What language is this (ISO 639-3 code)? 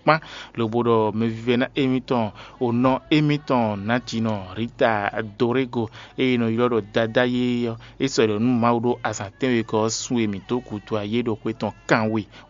fon